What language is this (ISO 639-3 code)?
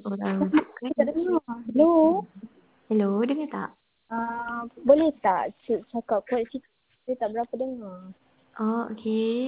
msa